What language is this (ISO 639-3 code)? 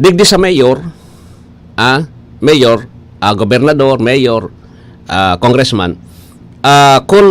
bik